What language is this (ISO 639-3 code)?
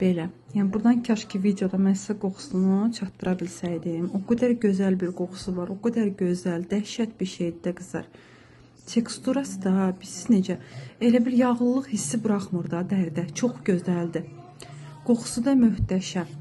aze